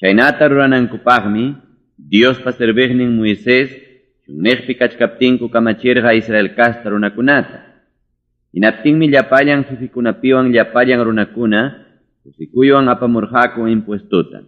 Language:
Ayacucho Quechua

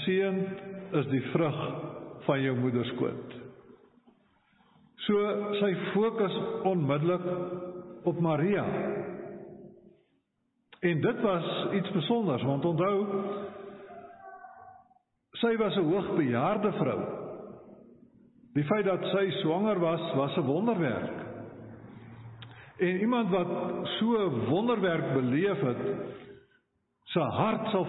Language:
Afrikaans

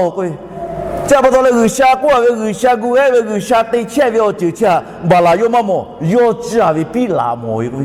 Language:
Lahu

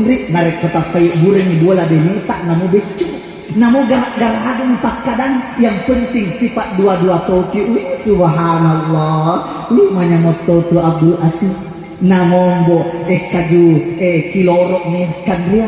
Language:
Buginese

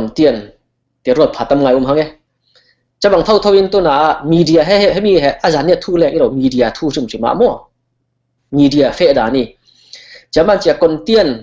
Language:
Falam Chin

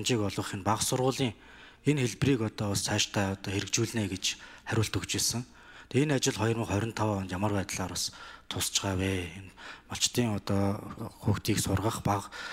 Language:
Mongolian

